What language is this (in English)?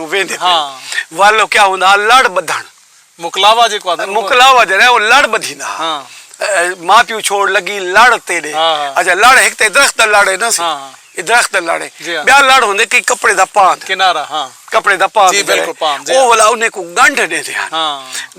Saraiki